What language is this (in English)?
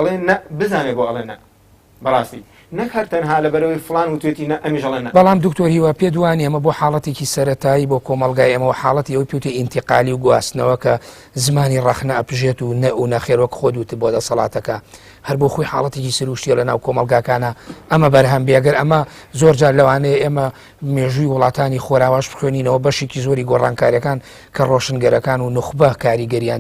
Central Kurdish